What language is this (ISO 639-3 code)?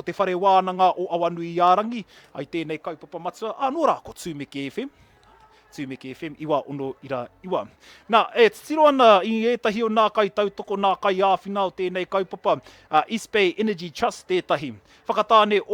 mri